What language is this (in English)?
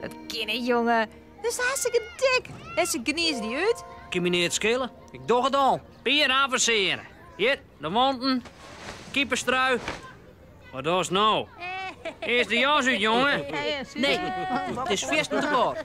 Western Frisian